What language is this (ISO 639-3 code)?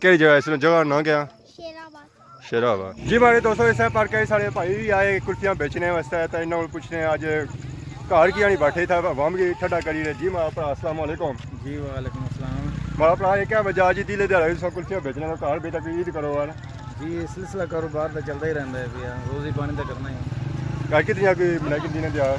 phr